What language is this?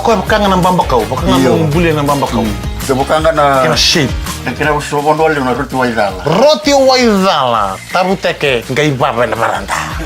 Fijian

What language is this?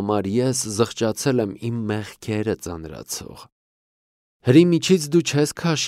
Armenian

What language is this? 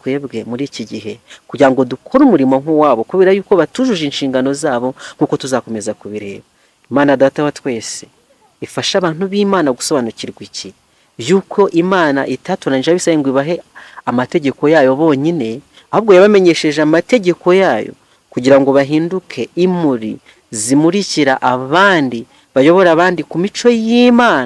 Kinyarwanda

